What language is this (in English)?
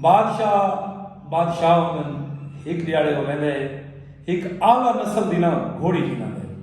Saraiki